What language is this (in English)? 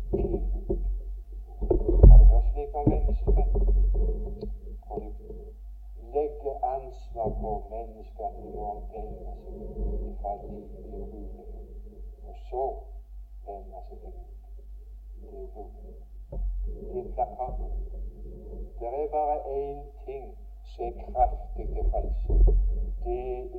Norwegian